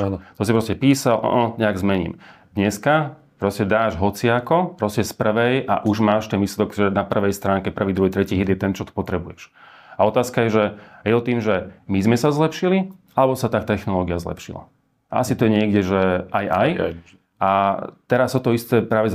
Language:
Slovak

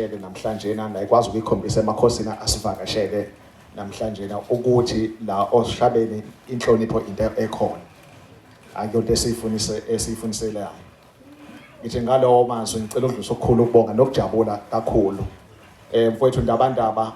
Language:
Zulu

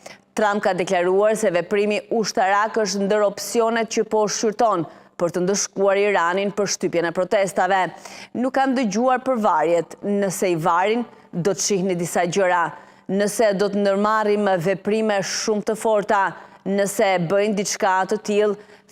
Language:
Albanian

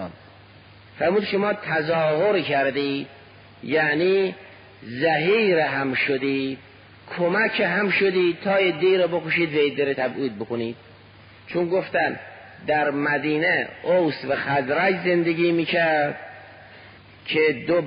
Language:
Persian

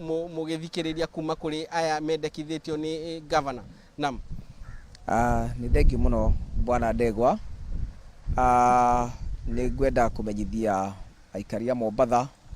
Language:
Kikuyu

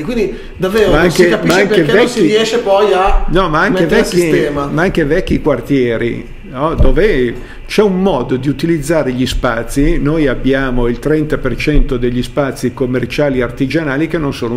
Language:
Italian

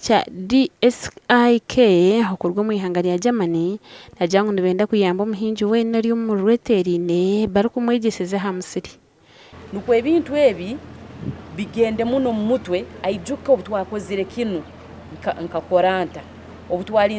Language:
Nyankole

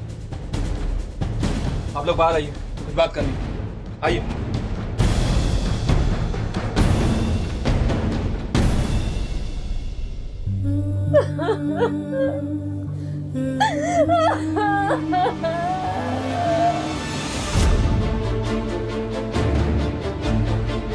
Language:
Hindi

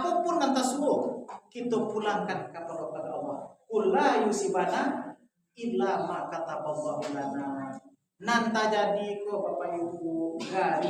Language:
Minangkabau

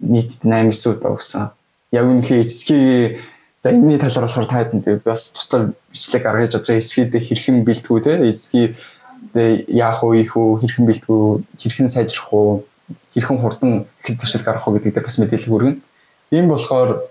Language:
Mongolian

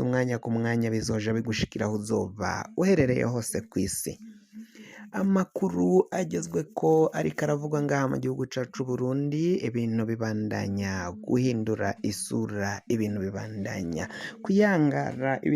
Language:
Rundi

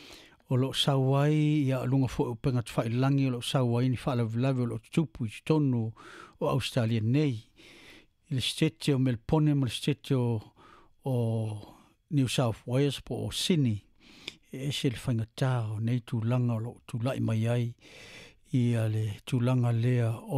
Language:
Samoan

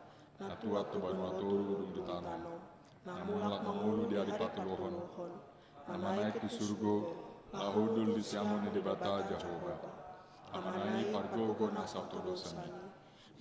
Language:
Batak Toba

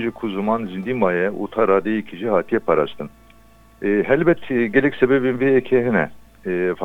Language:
Kurdish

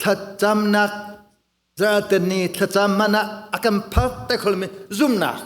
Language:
Hakha Chin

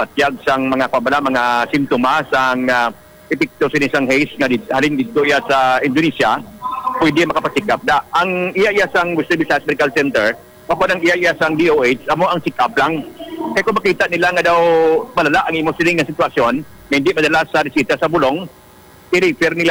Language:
Hiligaynon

